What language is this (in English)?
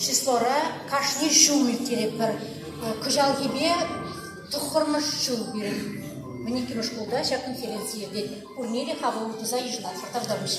Chuvash